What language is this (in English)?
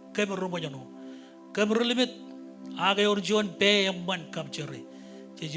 Marshallese